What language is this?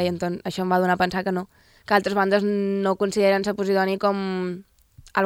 Catalan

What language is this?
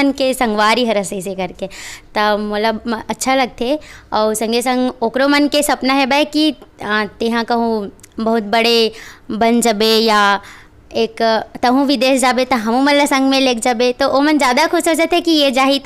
Chhattisgarhi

